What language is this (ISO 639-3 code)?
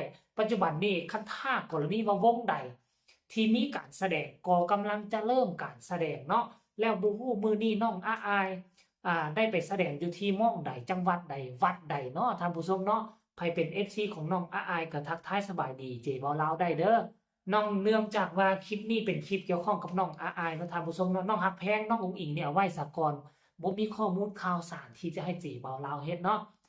lao